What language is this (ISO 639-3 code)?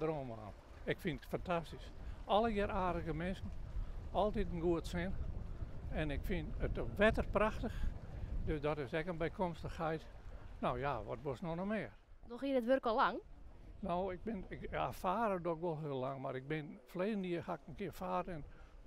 fry